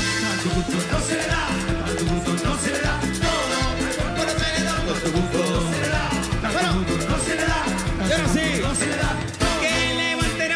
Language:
Spanish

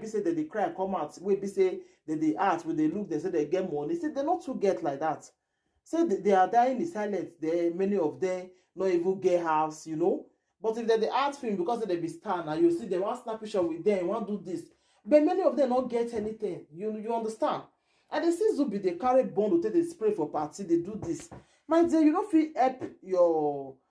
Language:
Nigerian Pidgin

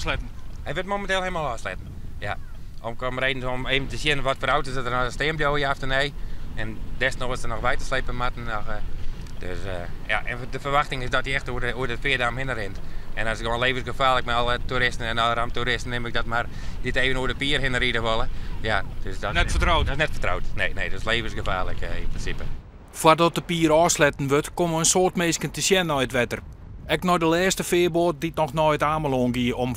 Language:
Western Frisian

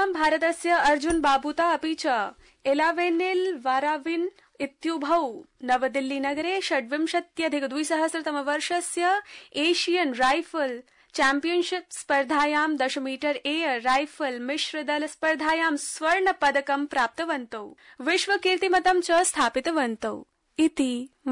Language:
Sanskrit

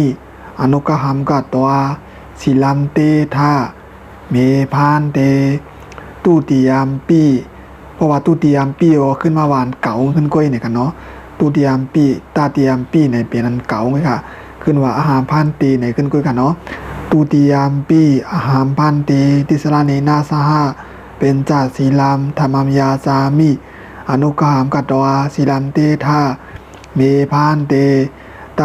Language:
Shan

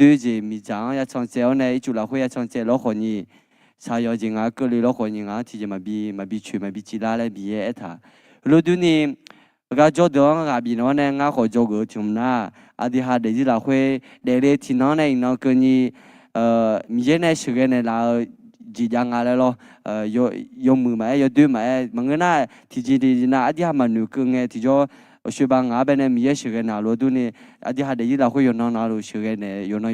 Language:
Akha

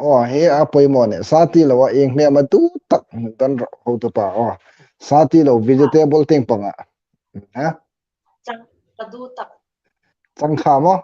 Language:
Hmar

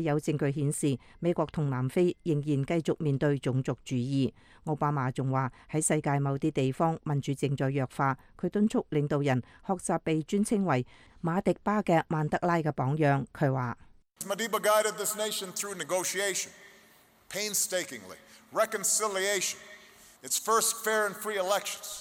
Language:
Cantonese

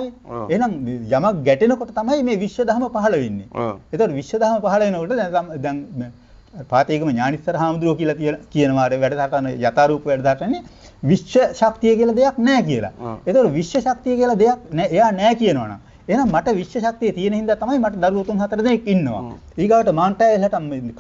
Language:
Sinhala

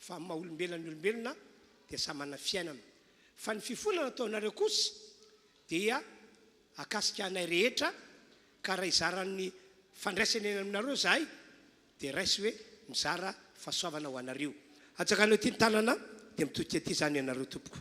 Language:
Malagasy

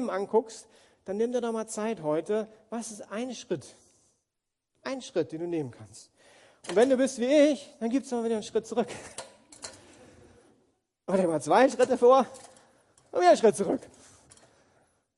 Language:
German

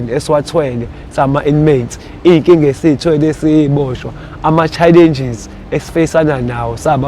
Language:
Zulu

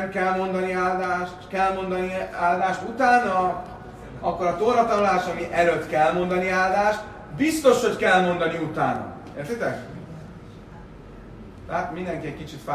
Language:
Hungarian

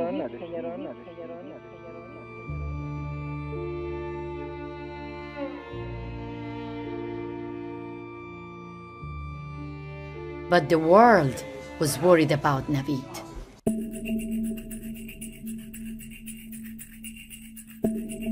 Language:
Persian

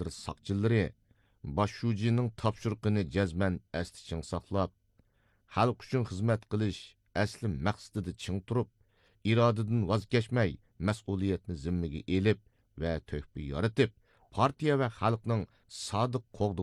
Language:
Uyghur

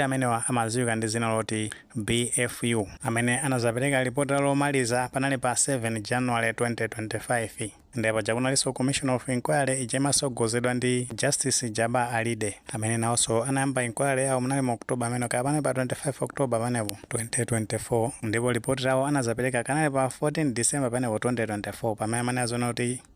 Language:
Nyanja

